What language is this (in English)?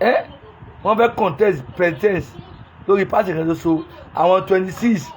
Yoruba